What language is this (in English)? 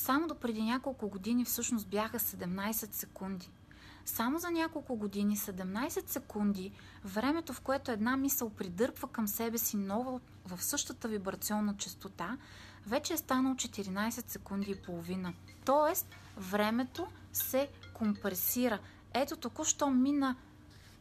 Bulgarian